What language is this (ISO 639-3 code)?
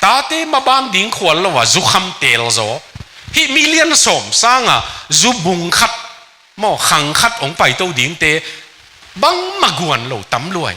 ctd